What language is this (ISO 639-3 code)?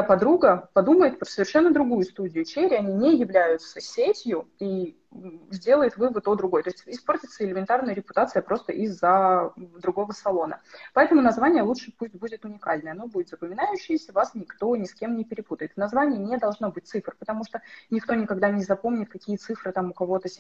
rus